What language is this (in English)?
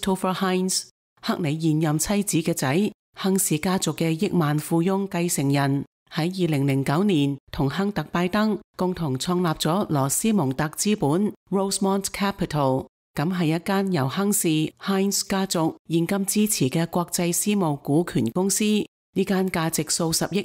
Cantonese